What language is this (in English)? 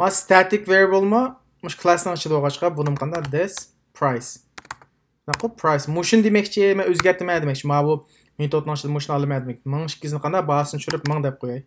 Uyghur